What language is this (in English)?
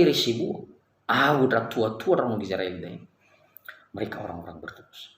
Nias